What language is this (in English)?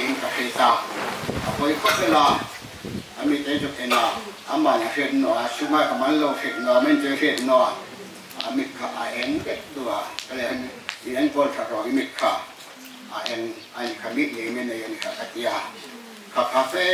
Hmar